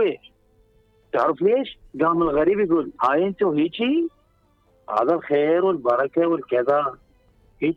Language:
Mesopotamian Arabic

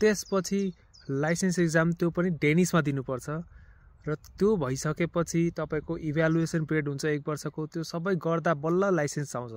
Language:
Nepali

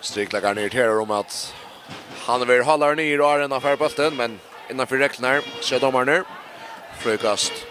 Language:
Faroese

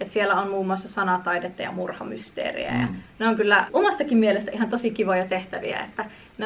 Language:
Finnish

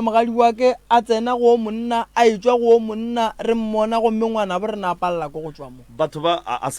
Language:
Northern Sotho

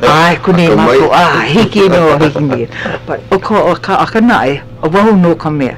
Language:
Hawaiian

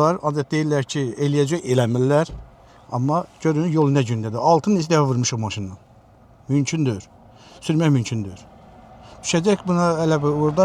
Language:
Azerbaijani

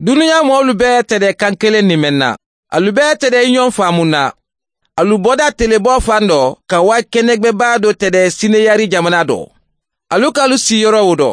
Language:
Mandingo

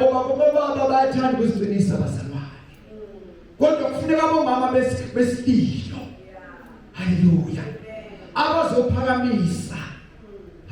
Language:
Zulu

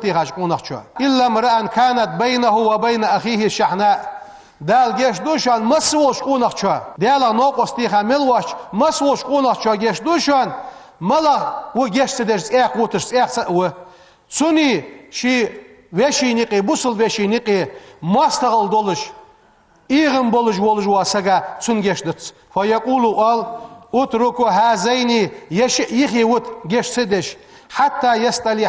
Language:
Ingush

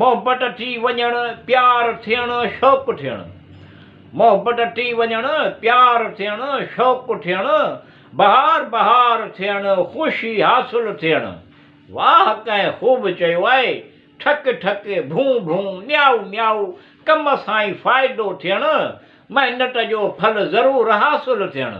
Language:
Sindhi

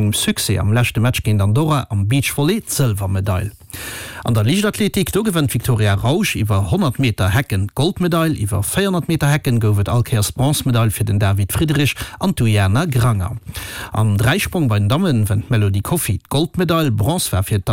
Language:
Luxembourgish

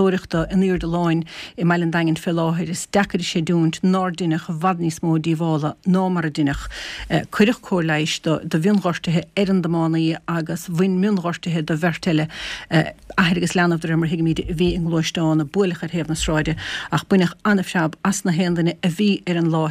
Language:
Irish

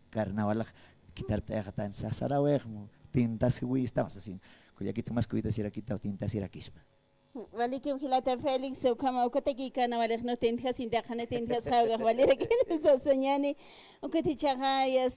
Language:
Aymara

